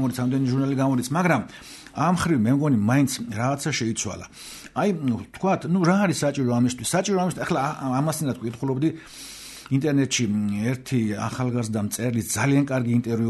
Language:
Georgian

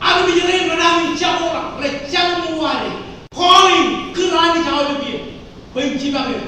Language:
Marshallese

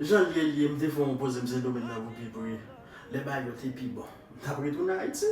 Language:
Haitian Creole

